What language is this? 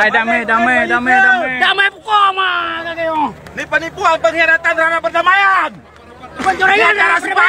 Achinese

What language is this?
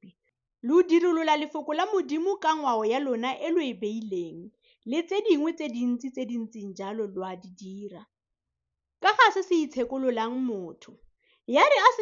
Tswana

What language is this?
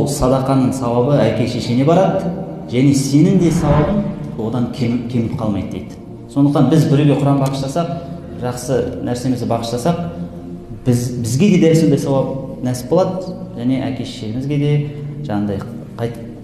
Kazakh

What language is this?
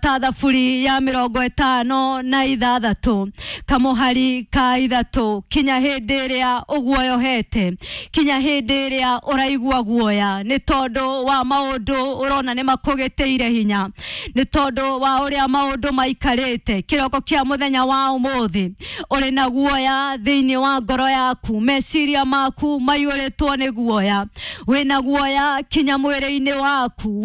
Kikuyu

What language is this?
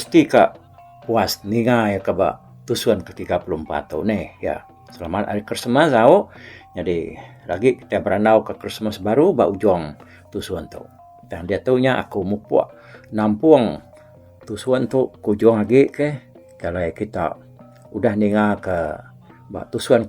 Iban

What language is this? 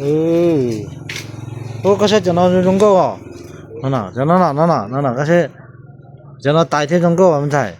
Hmong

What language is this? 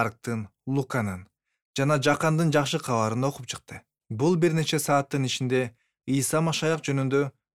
Kyrgyz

